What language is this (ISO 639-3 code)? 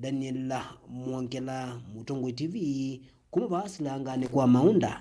kam